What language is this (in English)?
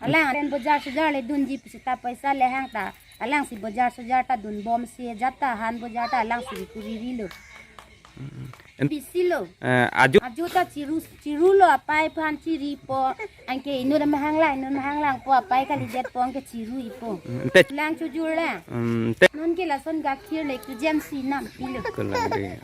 Karbi